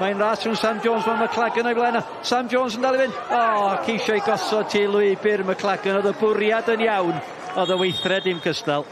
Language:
Welsh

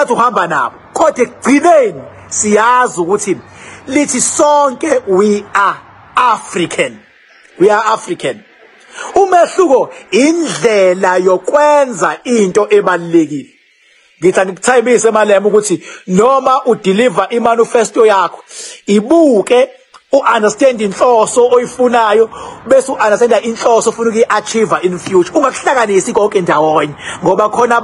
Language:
Zulu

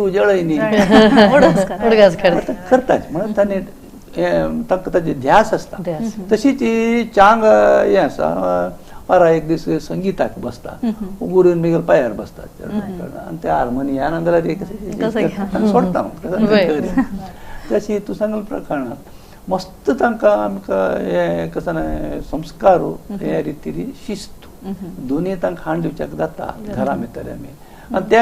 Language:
Konkani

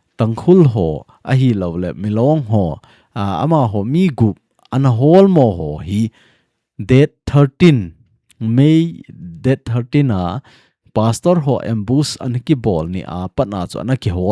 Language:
Thado Chin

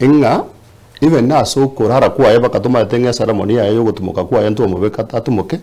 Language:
Gusii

